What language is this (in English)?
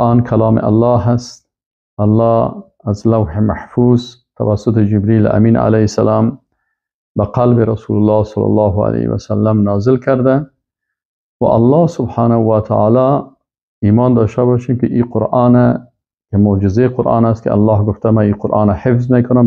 Persian